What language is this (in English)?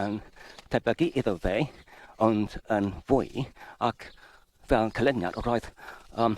Welsh